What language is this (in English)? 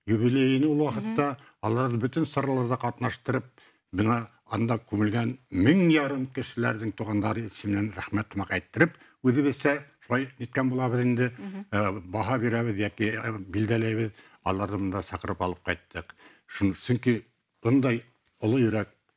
Bashkir